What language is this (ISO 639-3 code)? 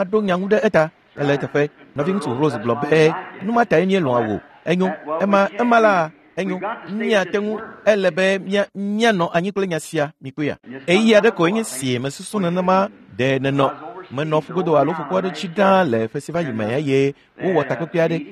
ewe